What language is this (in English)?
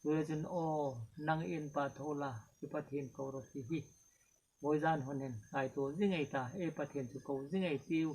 Hmar